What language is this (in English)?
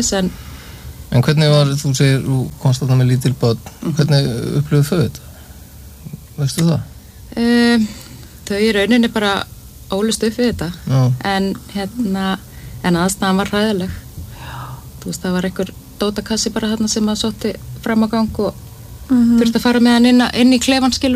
Icelandic